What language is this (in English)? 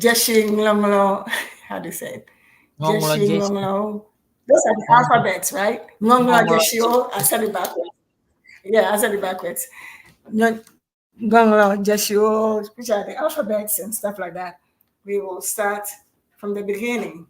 Ewe